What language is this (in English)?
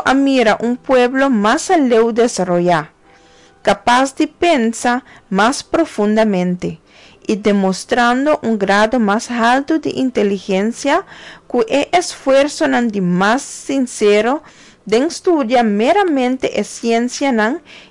Papiamento